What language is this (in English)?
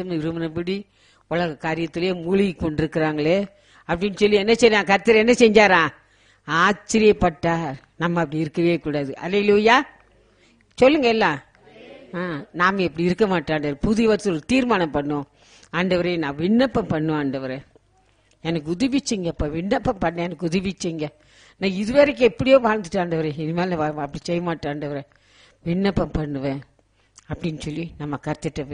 Tamil